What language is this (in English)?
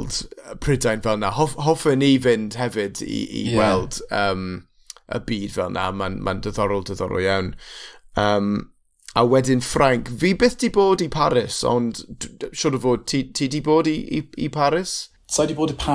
Welsh